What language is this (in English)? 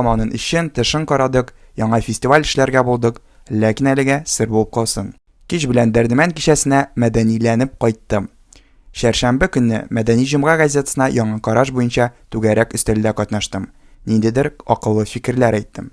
Tatar